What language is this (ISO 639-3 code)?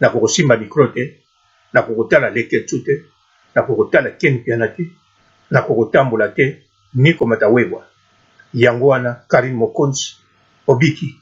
lin